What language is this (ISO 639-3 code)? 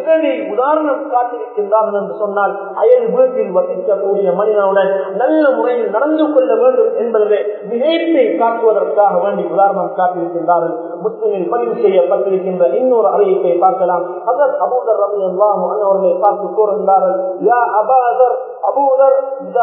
tam